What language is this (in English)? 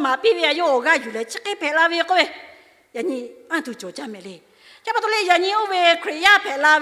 Lahu